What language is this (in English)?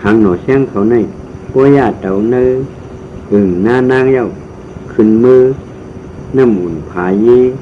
Shan